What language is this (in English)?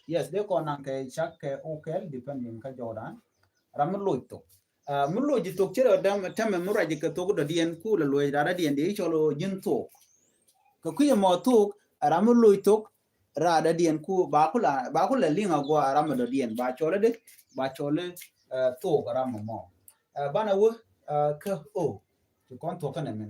Nuer